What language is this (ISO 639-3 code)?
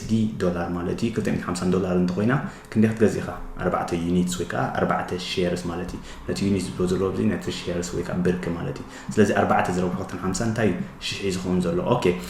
tir